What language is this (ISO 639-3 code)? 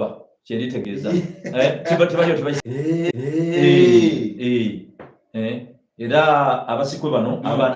xog